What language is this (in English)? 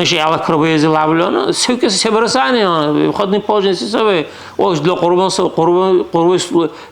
Dargwa